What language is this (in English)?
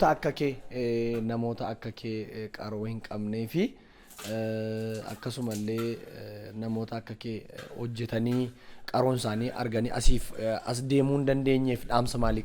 Oromo